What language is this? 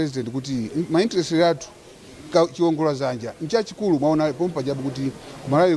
Nyanja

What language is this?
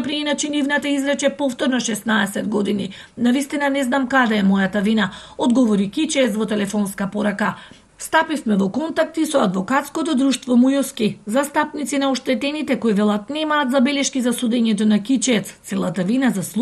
Macedonian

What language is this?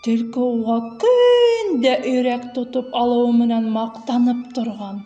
Bashkir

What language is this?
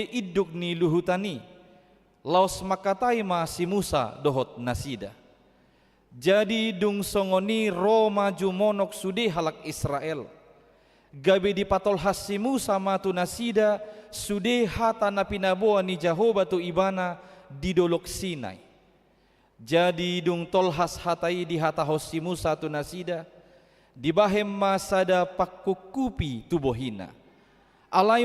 Batak Toba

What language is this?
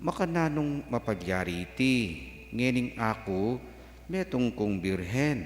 Pampanga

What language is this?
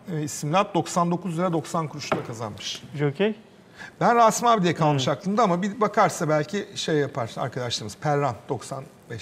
Turkish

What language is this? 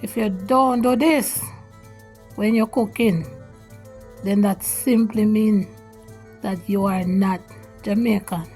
Jamaican Creole English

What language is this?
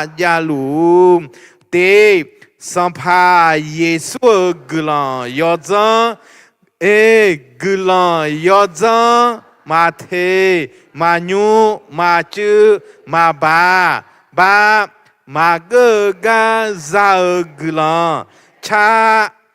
Akha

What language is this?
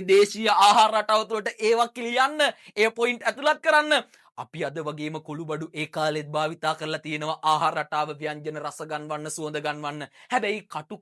Sinhala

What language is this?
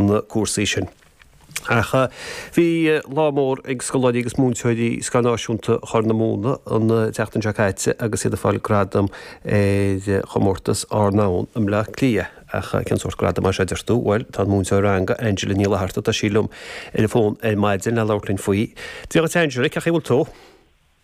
Irish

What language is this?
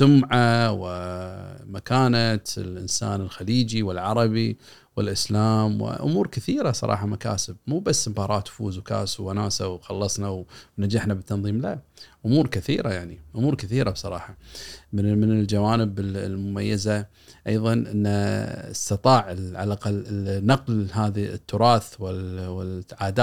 Gulf Arabic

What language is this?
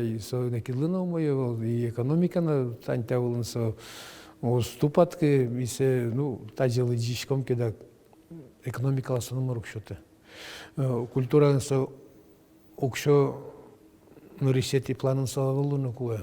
Udmurt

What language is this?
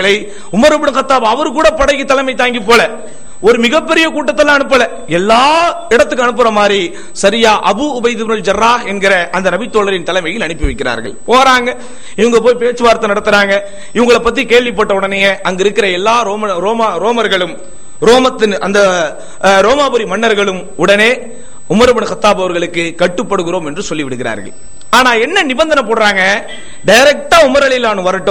Tamil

